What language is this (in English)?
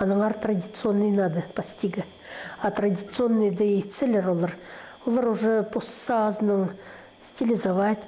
Khakas